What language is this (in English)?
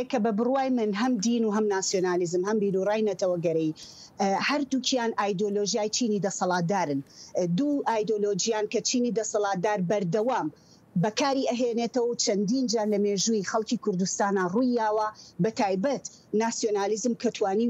Central Kurdish